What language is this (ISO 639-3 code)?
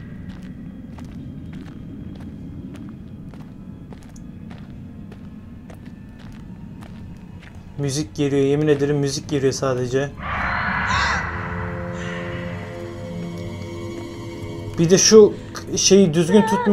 tur